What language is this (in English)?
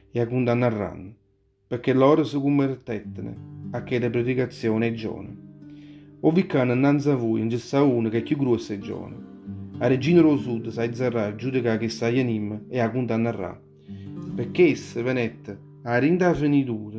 Neapolitan